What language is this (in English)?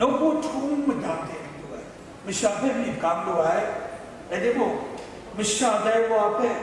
Kachin